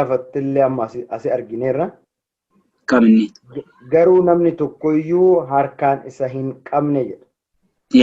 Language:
Oromo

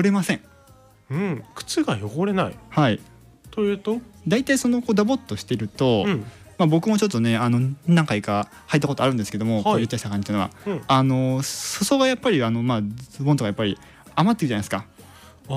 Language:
Japanese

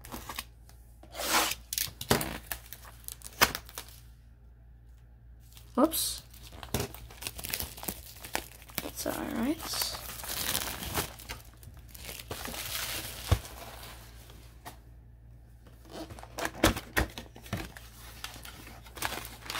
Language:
English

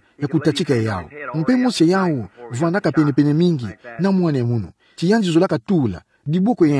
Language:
Kituba (Democratic Republic of Congo)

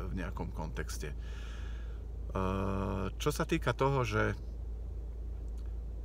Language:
Slovak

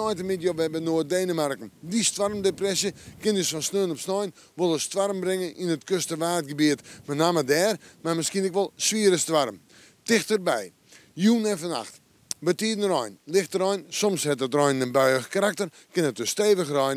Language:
Western Frisian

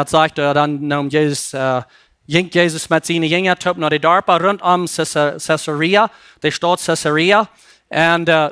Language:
Plautdietsch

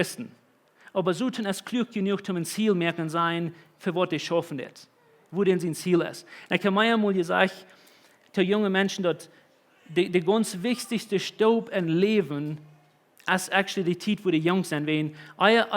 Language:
Plautdietsch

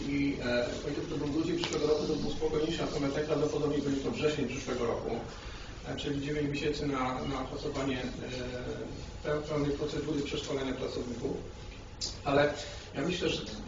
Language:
Polish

